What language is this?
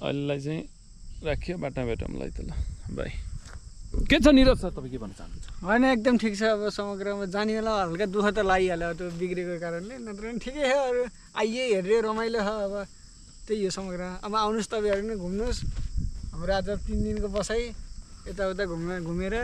Nepali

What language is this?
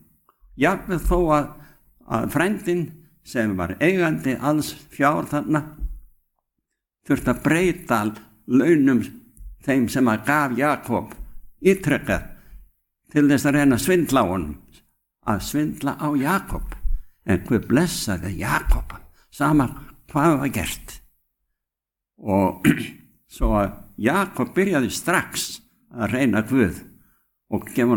Icelandic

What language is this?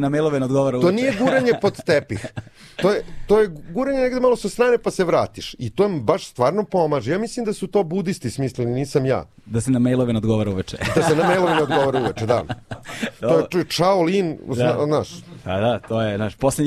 Serbian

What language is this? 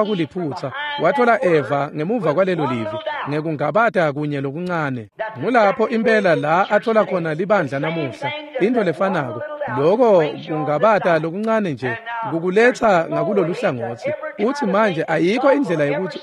Swati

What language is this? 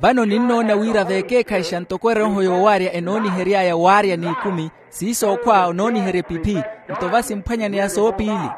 Makhuwa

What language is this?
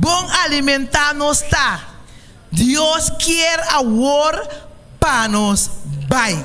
Papiamento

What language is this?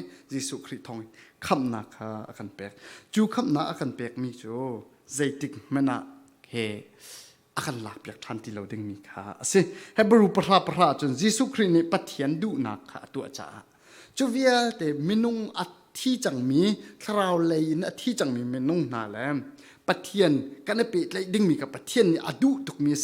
Falam Chin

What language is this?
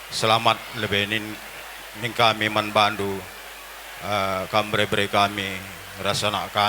Batak Karo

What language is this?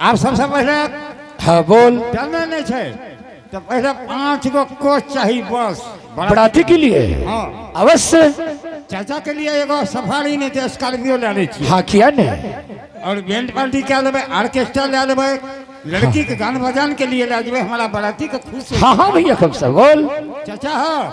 Angika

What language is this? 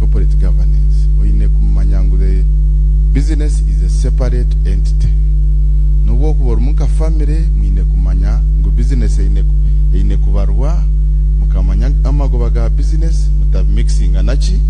Nyankole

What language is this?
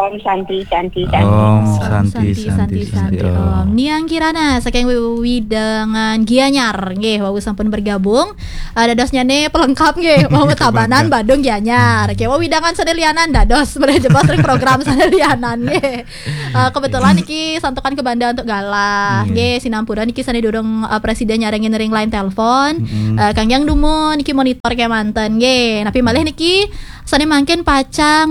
Balinese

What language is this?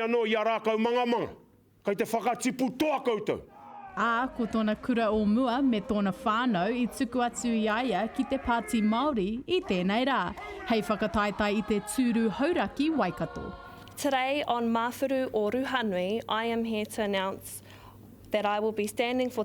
Māori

